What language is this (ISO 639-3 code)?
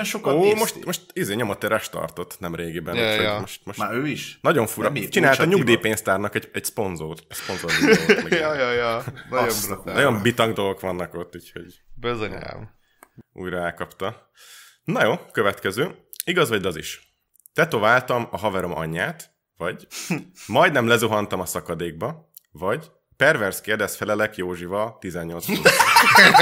hun